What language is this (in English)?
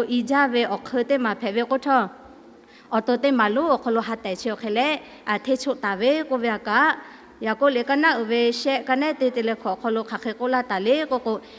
Lahu